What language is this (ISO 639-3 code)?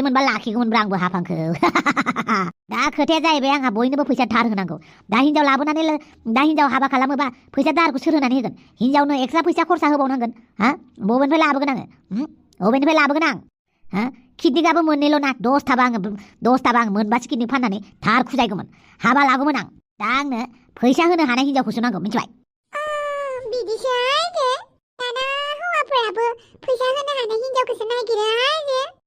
brx